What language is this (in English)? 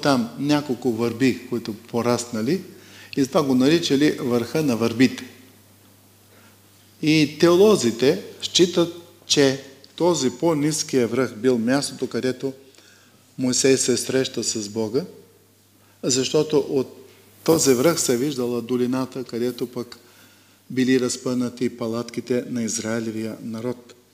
Bulgarian